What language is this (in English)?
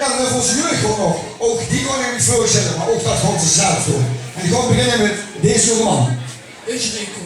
Limburgish